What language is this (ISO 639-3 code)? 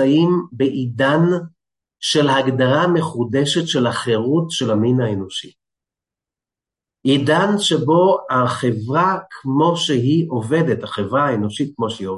heb